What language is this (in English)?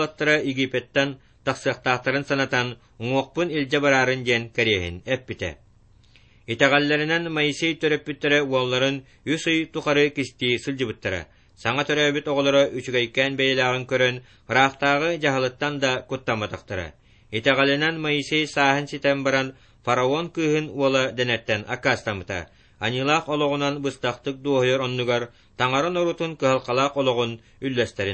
Yakut